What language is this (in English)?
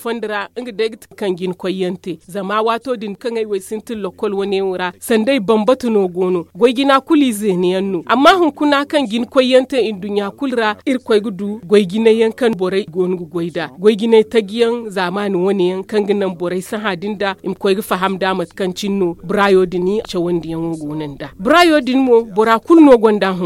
Zarma